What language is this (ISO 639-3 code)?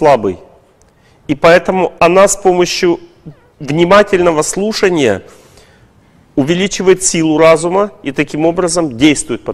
rus